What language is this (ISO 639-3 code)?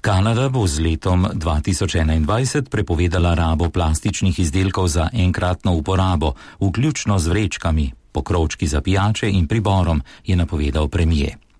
slv